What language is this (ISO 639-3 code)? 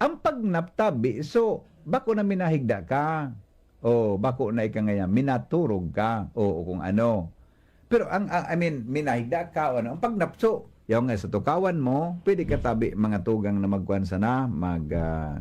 bik